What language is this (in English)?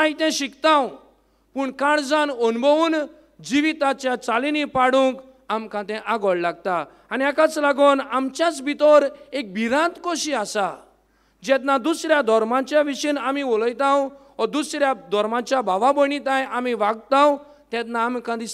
Konkani